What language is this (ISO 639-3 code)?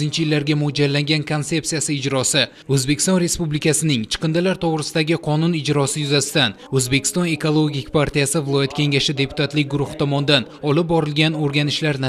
uzb